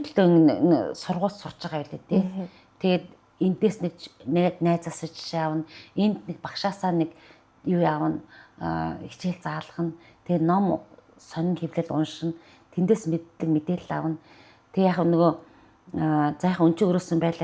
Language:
Mongolian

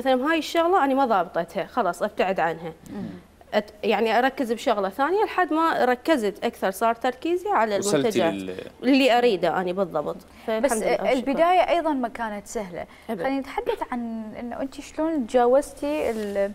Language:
Mesopotamian Arabic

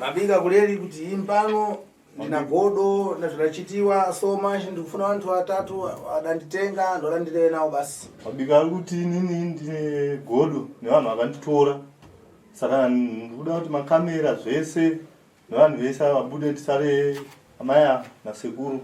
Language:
Shona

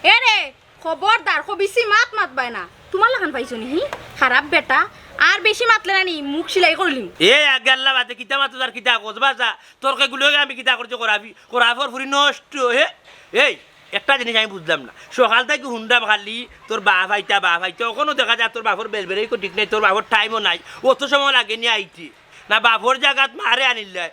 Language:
Sylheti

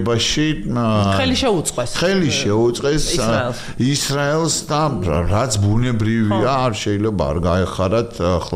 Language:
Georgian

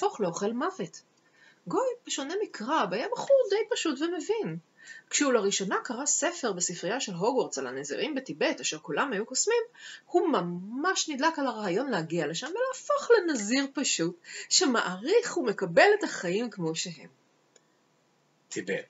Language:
Hebrew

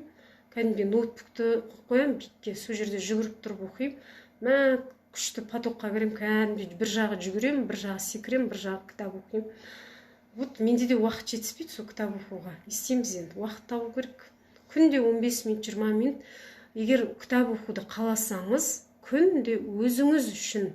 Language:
Kazakh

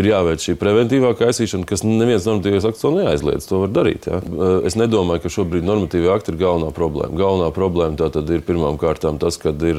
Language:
Latvian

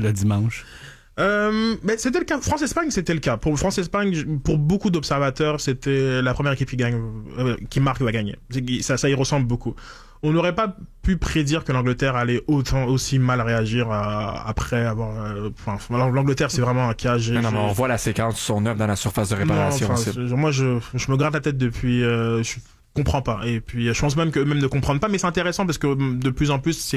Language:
French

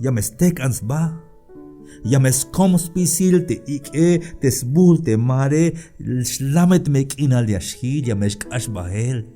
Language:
Tzeltal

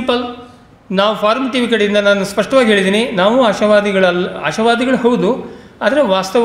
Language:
Kannada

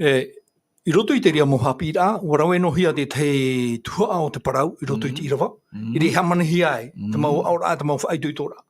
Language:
Tahitian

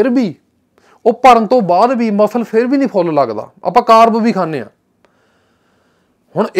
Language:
Punjabi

